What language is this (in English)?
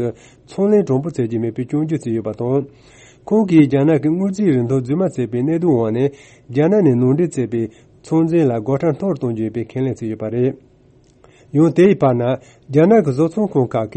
Tibetan